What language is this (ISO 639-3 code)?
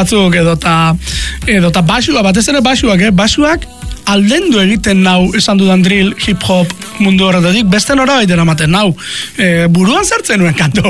eus